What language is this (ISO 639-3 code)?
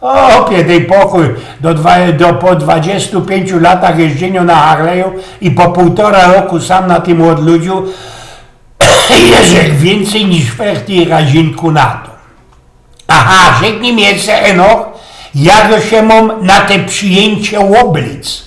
szl